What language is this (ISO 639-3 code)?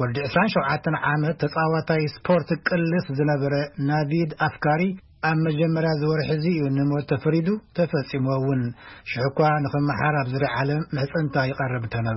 tir